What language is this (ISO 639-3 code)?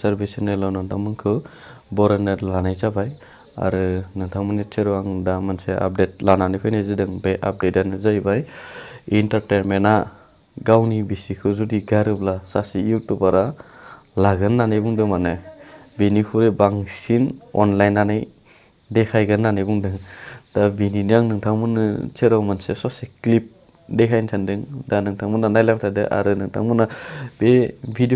brx